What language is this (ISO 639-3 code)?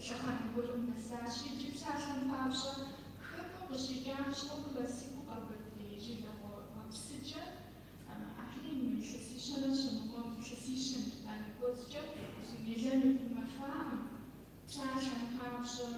kbd